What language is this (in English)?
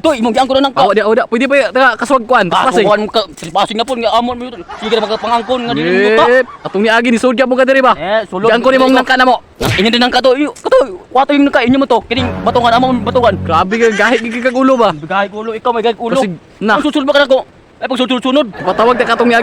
Cebuano